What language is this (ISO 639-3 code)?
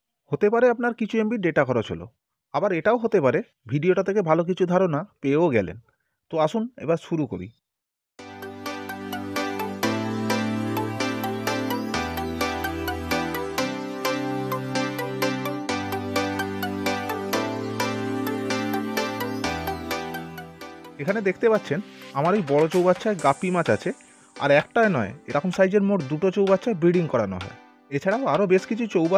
ben